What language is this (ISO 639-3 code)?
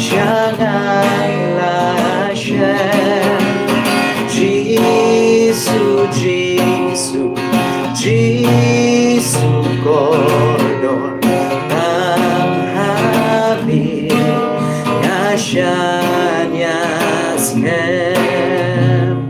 kha